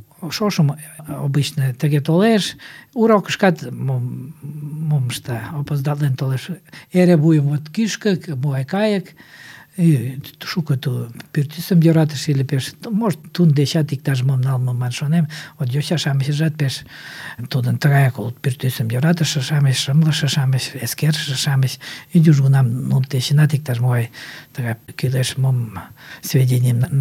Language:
Mari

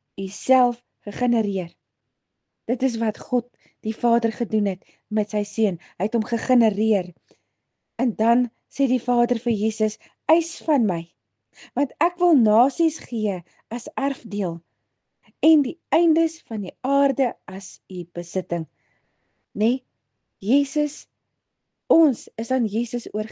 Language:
Afrikaans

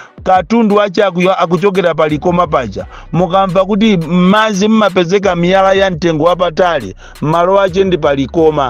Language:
Nyanja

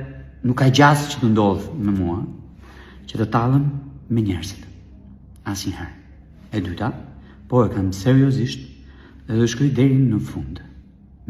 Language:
Albanian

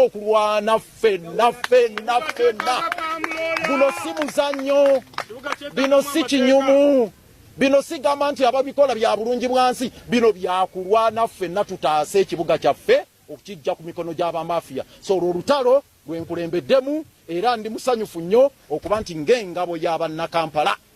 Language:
Ganda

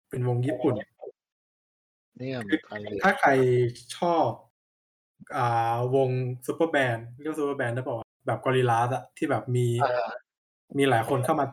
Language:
Thai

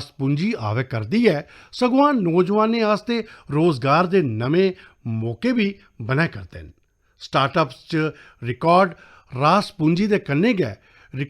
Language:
Dogri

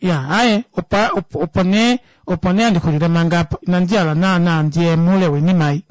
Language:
Kuanyama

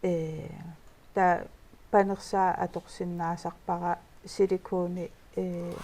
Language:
Kalaallisut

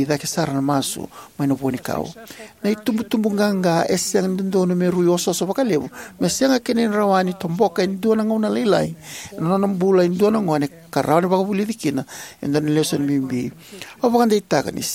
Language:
Fijian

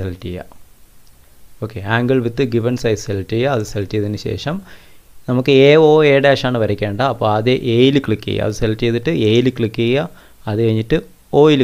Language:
Malayalam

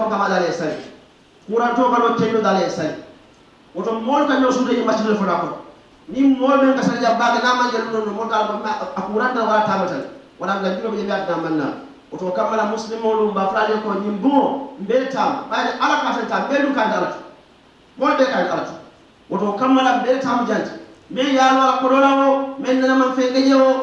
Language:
Fula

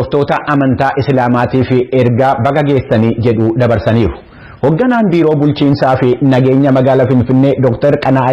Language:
Oromo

